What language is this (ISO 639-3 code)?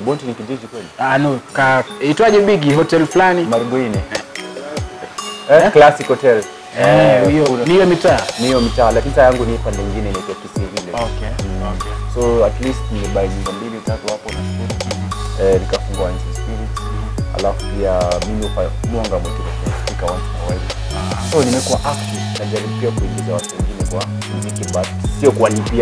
swa